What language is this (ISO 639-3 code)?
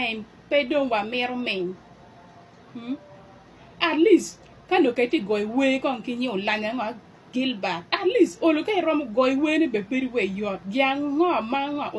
ach